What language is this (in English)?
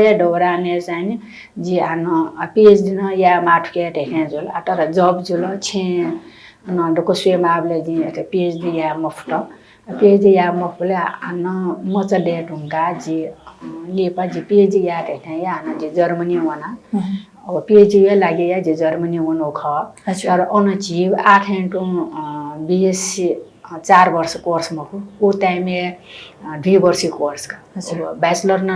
Newari